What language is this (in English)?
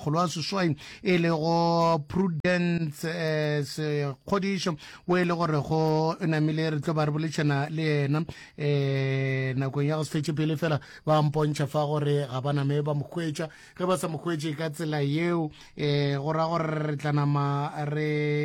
Northern Sotho